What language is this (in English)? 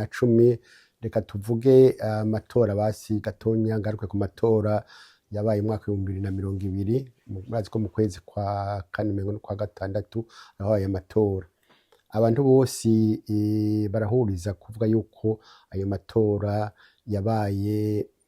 Rundi